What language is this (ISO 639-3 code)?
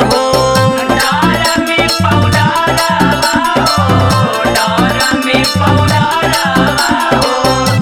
bho